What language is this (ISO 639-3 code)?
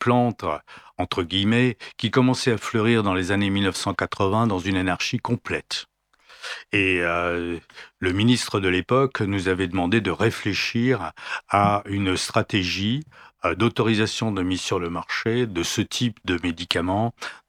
fra